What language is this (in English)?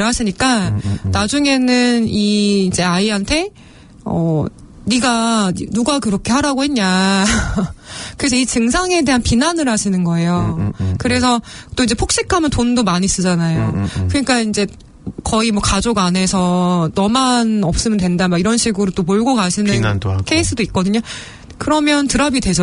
Korean